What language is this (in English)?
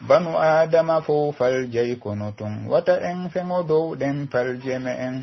Pular